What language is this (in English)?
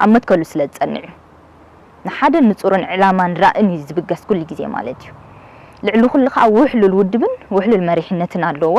Tigrinya